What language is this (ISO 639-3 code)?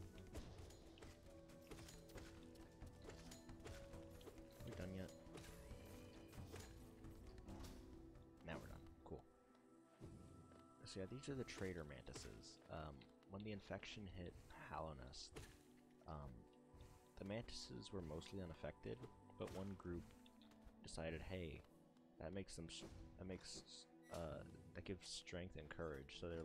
eng